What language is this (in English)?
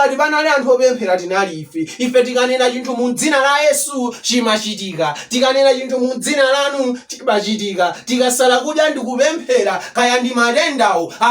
Nyanja